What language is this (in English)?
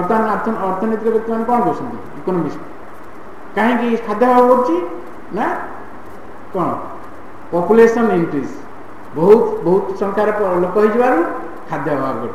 Odia